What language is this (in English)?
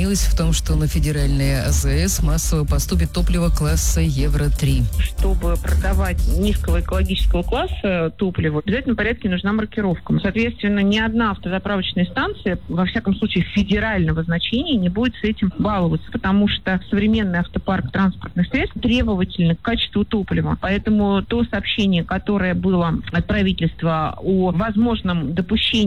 Russian